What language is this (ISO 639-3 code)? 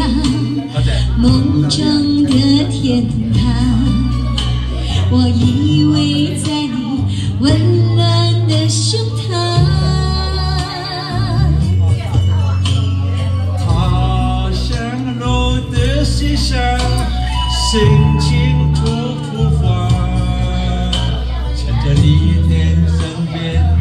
zho